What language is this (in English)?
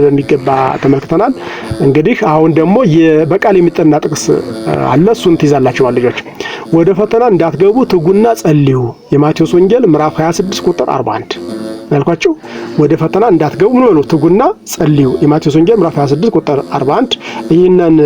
Amharic